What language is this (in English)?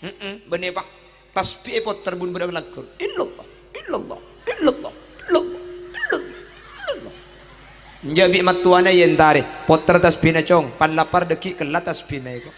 Madurese